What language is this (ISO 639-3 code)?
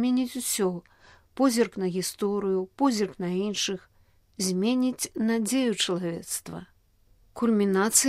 bel